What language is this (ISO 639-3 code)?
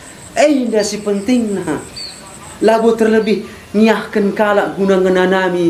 btx